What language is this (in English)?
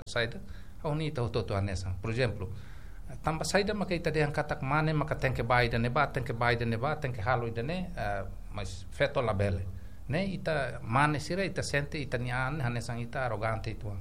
Tetum